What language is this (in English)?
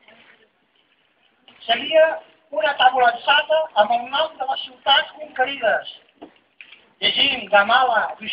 Catalan